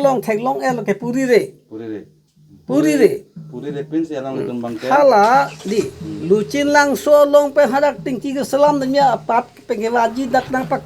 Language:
Karbi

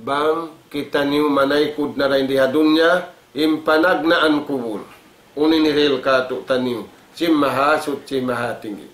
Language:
Tausug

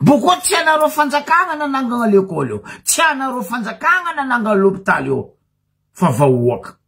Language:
Malagasy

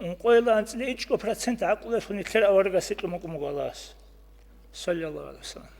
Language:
Avaric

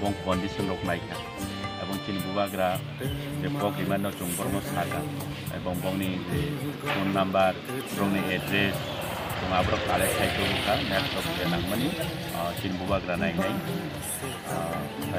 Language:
Kok Borok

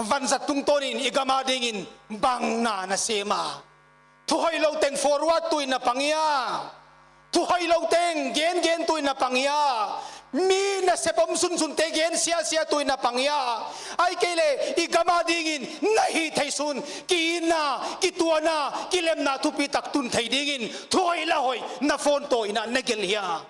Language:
Paite Chin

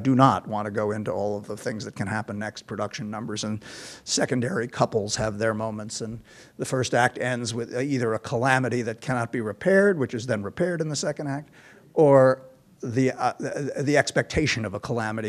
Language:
English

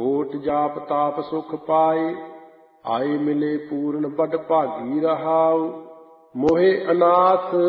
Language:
Punjabi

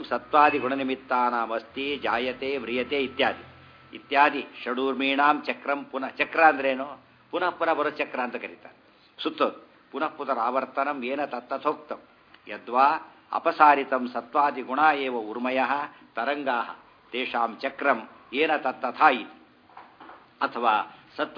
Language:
Kannada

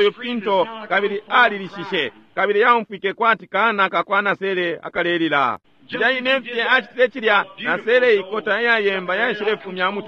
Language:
Bemba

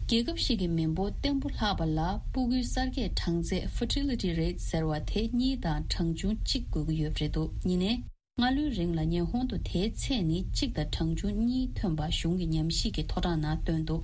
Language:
Tibetan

